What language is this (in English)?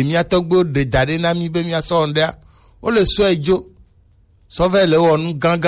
Gen